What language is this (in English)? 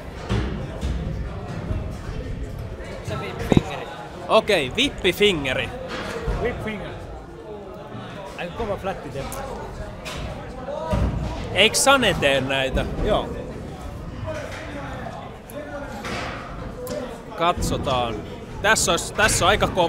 Finnish